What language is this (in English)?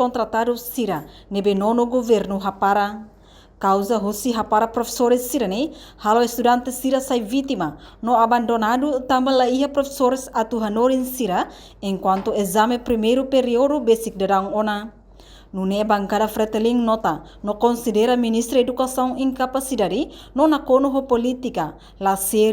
Tetum